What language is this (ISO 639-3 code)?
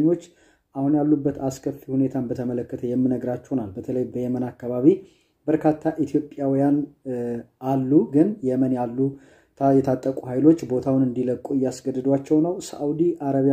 amh